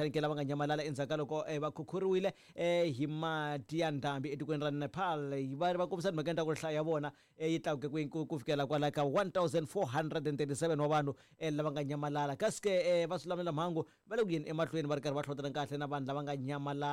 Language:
Tsonga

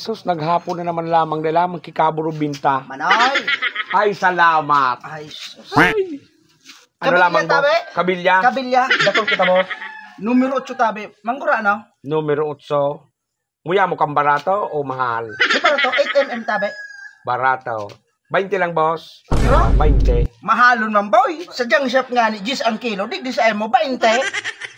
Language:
Bikol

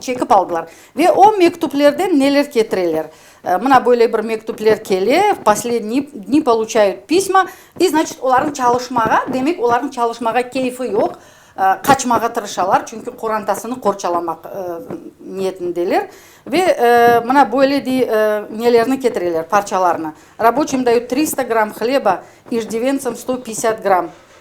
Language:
Crimean Tatar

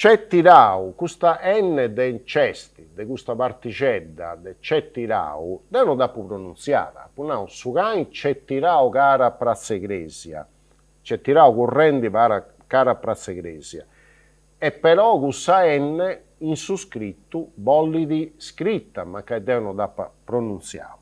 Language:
Sardinian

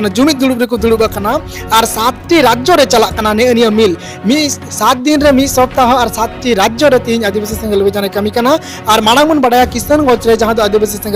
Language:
Santali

